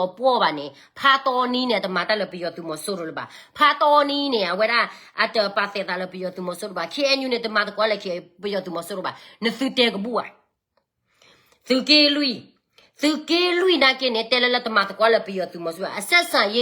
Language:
S'gaw Karen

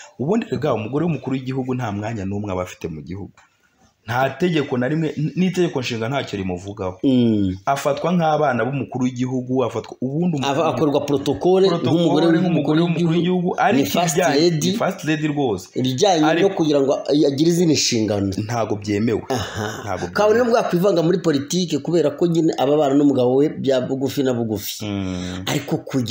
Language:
Kinyarwanda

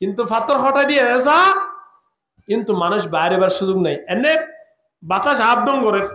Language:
Rohingya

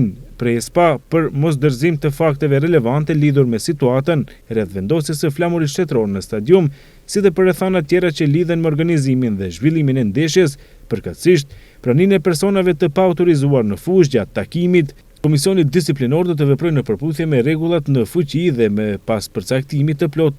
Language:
Albanian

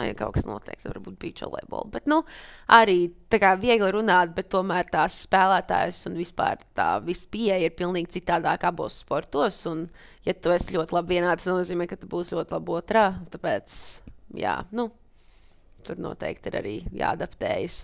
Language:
Latvian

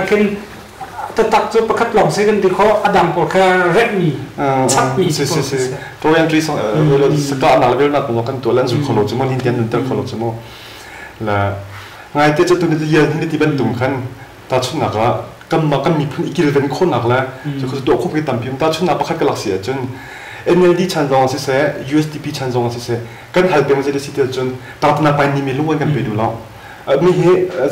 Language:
Hakha Chin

